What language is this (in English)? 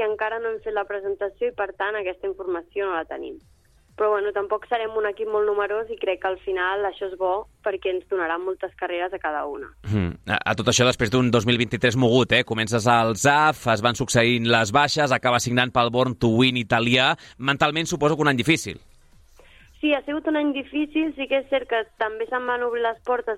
Catalan